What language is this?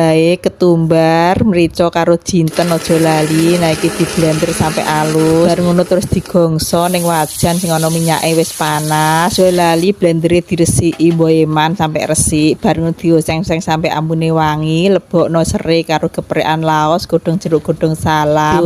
Javanese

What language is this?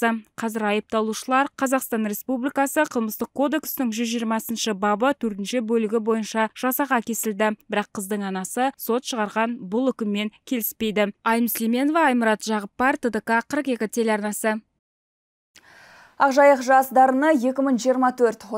Kazakh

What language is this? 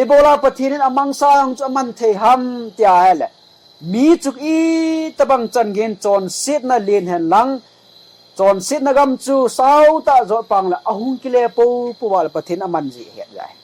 Thado Chin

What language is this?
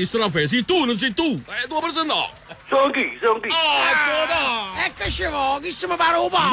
Neapolitan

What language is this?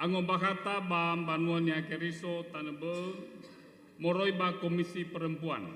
Nias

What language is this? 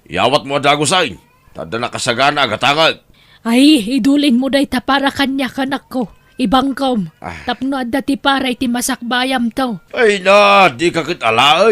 Iloko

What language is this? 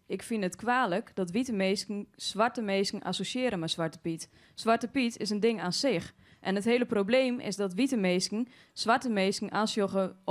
Western Frisian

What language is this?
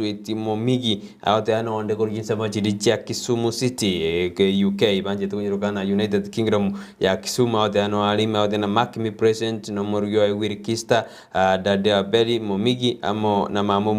Gusii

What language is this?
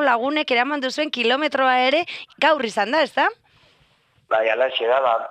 Basque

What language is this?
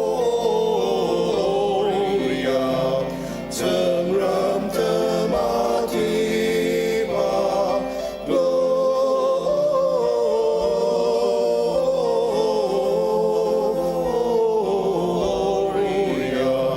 Ao Naga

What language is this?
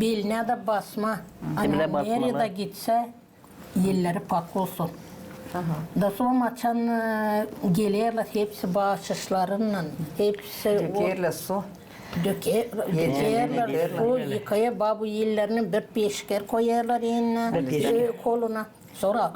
Gagauz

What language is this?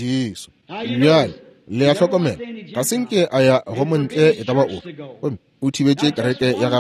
Northern Sotho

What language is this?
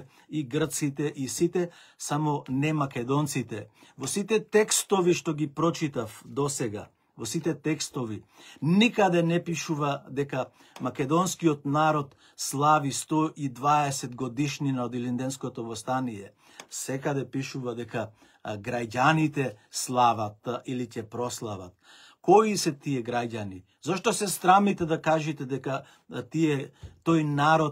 Macedonian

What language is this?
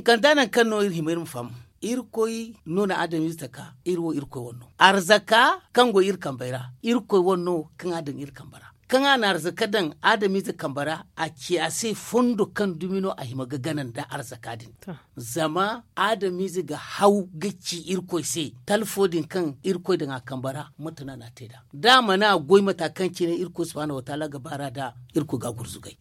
Zarma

